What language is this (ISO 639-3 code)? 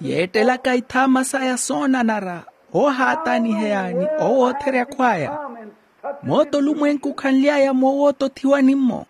vmw